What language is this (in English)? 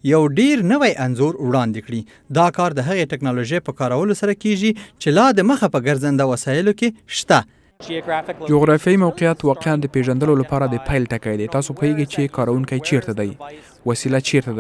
Pashto